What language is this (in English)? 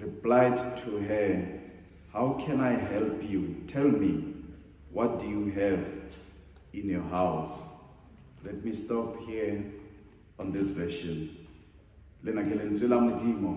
Southern Sotho